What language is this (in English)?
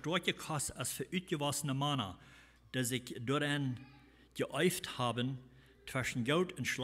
Plautdietsch